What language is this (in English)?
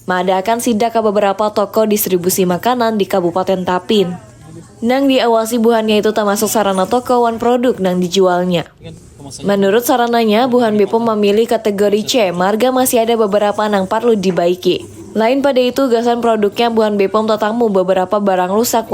Banjar